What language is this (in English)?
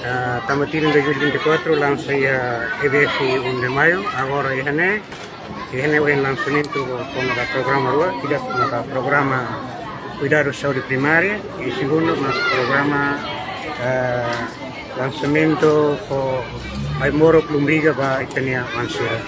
Tetum